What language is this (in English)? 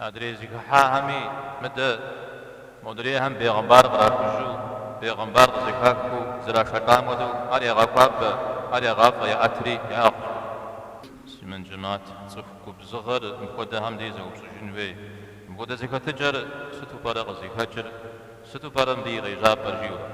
Kabardian